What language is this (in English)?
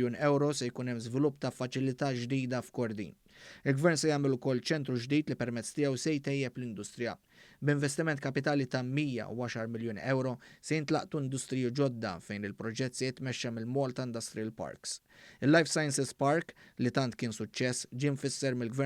Maltese